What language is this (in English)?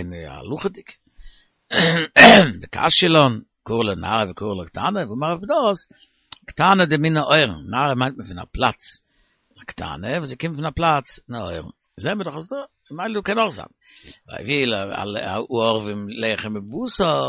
Yiddish